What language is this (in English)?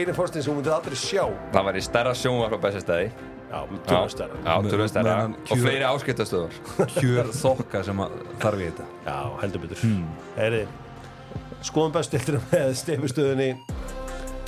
Icelandic